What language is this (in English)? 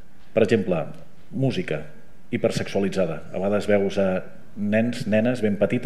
Catalan